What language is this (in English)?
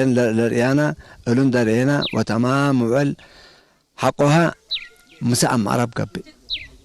Tigre